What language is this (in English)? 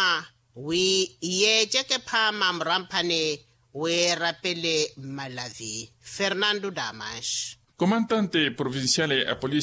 Makhuwa